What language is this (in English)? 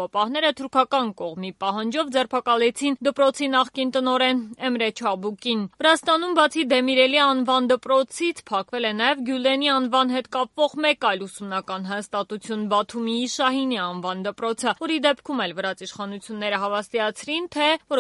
Armenian